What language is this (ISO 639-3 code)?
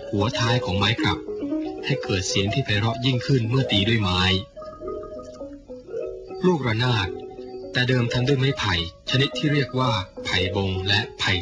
tha